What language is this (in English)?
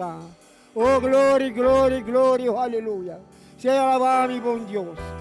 Papiamento